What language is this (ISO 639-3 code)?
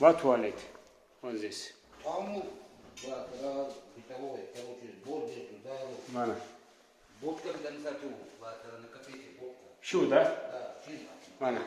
lbe